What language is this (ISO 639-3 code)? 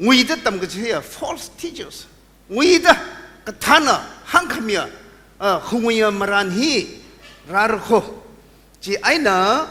nmf